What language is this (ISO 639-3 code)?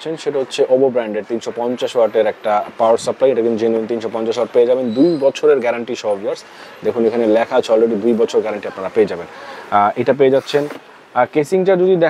ben